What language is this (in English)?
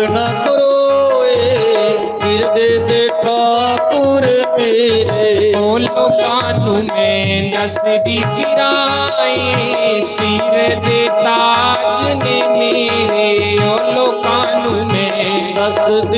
Dogri